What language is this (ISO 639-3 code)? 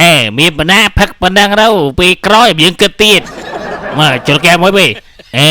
khm